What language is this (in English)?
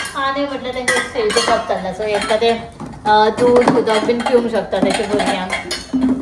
Konkani